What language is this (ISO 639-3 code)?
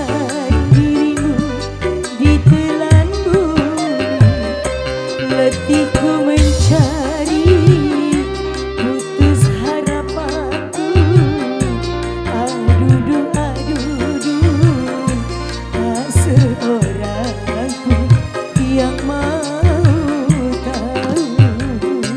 msa